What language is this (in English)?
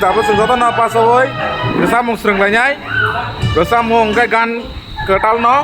Kok Borok